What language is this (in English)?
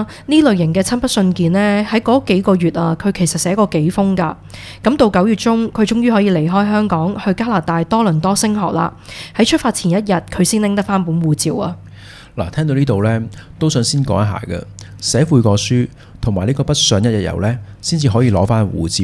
Cantonese